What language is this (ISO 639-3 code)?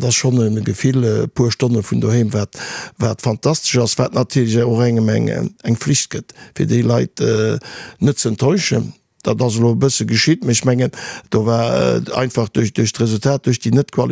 ltz